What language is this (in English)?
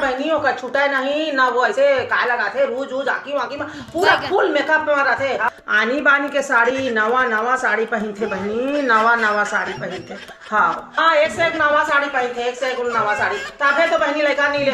Chhattisgarhi